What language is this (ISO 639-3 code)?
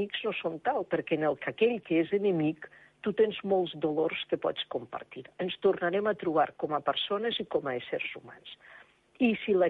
cat